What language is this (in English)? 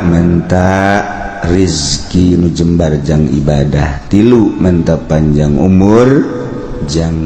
Sundanese